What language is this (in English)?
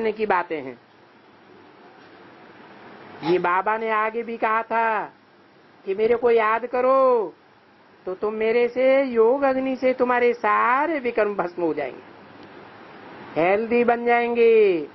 Hindi